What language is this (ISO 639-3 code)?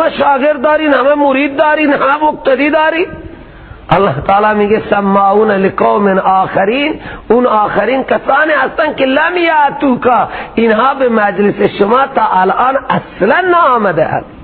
fas